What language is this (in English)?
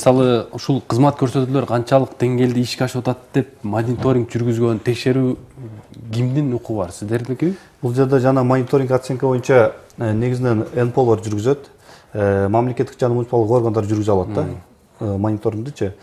Kyrgyz